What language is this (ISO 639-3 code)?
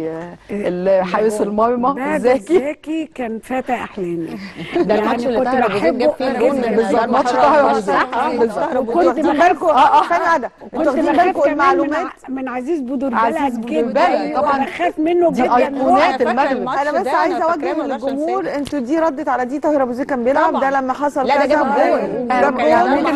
arz